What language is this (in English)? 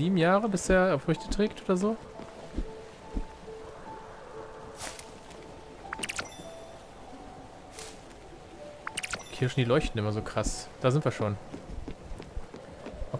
German